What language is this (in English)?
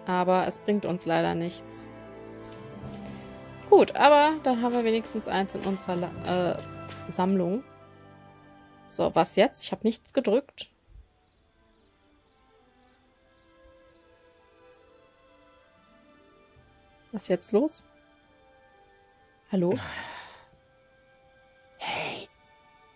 German